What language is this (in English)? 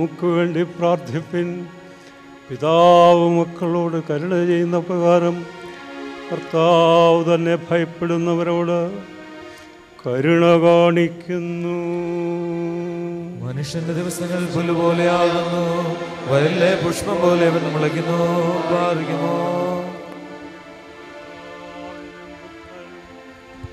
Malayalam